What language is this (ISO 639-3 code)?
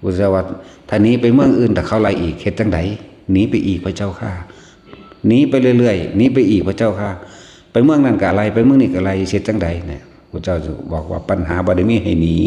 tts